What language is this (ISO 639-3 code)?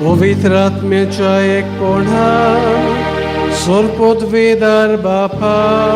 kok